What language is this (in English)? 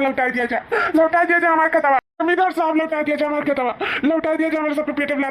Awadhi